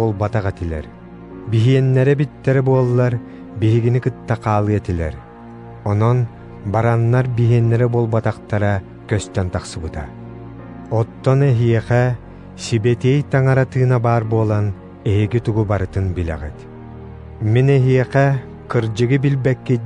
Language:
Yakut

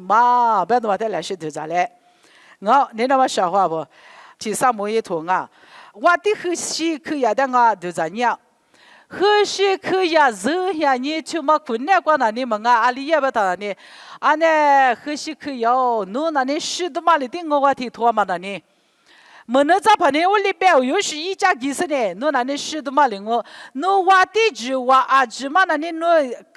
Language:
Lisu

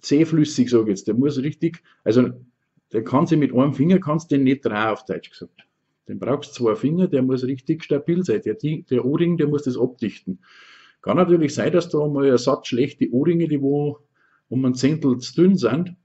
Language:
Bavarian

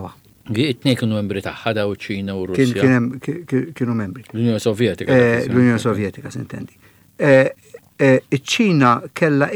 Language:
Maltese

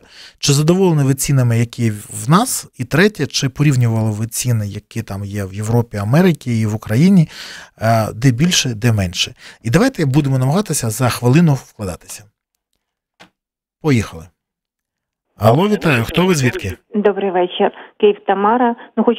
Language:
Ukrainian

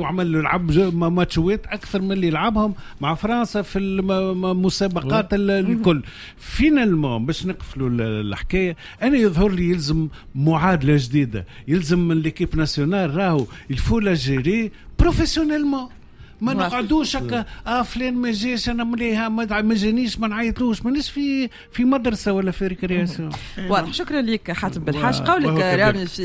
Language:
Tunisian Arabic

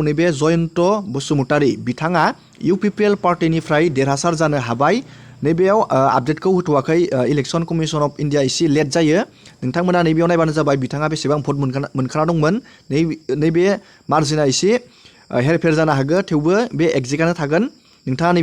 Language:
Bodo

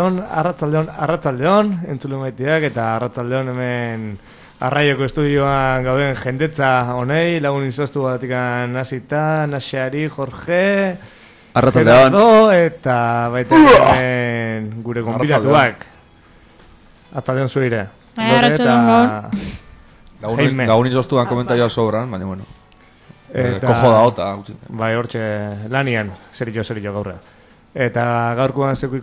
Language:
Basque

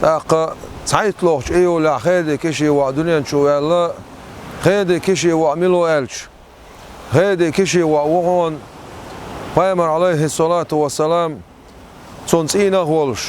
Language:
Chechen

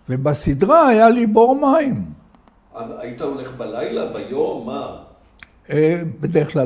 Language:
Hebrew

